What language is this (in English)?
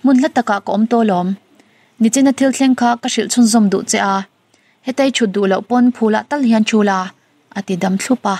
Mizo